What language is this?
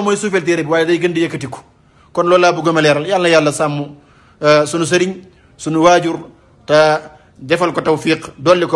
Wolof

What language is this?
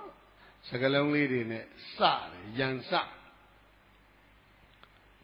Burmese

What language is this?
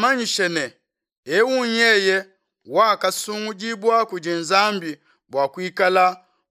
Luba-Lulua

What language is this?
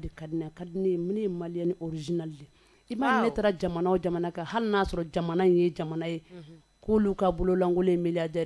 Bambara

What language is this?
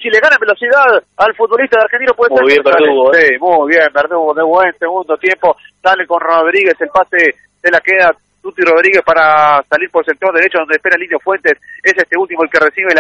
Spanish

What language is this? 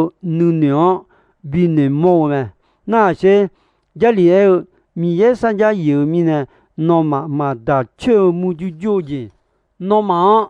Akha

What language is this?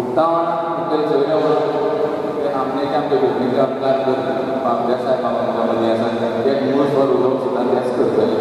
Konkani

